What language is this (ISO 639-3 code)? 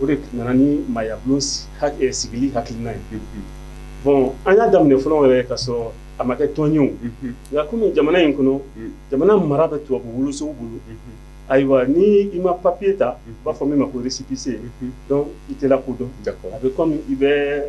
bam